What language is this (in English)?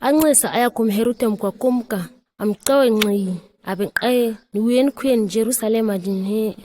ǁGana